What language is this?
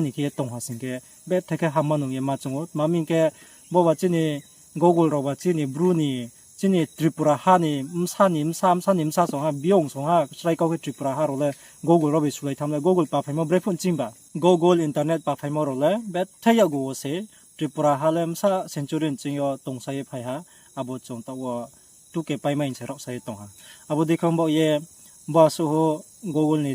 Riang (India)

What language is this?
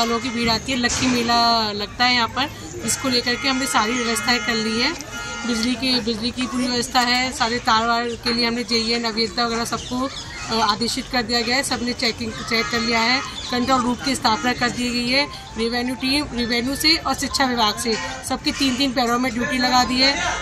Hindi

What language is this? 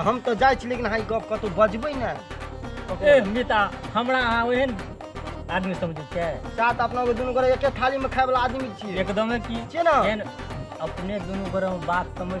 Maithili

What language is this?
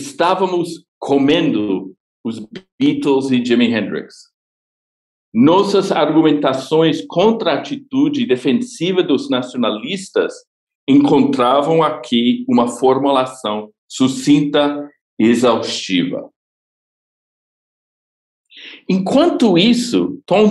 Portuguese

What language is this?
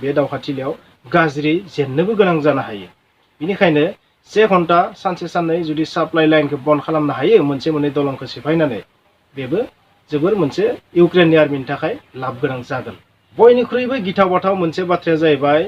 Bodo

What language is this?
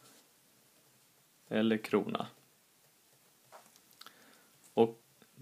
Swedish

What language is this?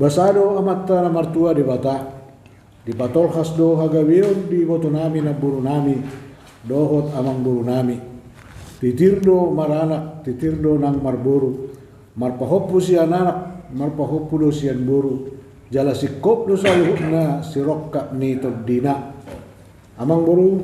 Batak Toba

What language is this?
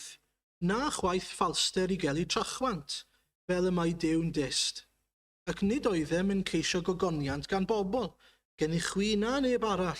Welsh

